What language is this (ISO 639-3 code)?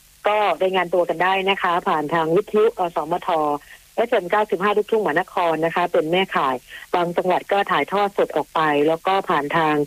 tha